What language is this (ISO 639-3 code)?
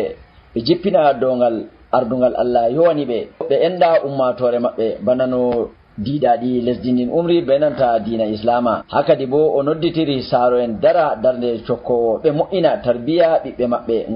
fuv